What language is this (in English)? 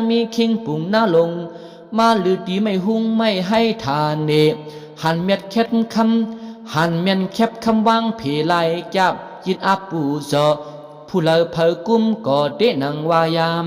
Shan